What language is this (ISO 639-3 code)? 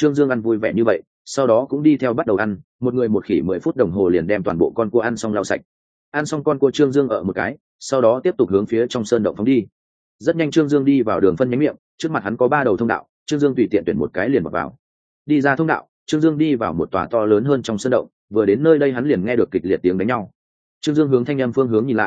vie